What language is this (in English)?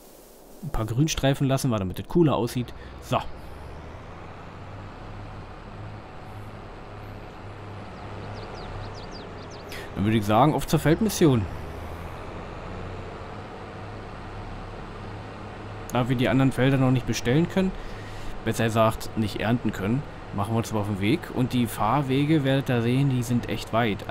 German